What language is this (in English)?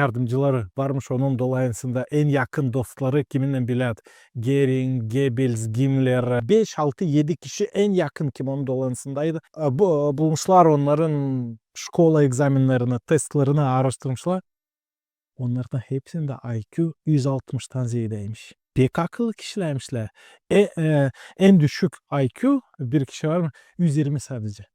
Gagauz